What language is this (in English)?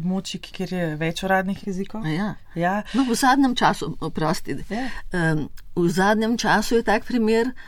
Slovenian